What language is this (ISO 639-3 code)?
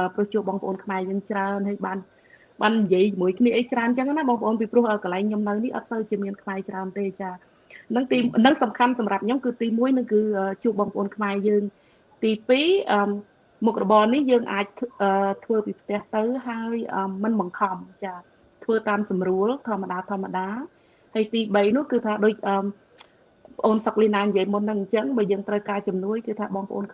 khm